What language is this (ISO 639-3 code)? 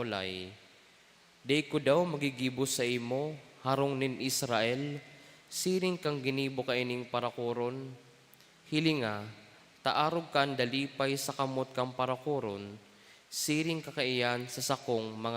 bik